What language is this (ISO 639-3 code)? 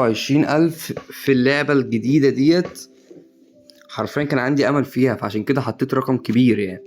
arz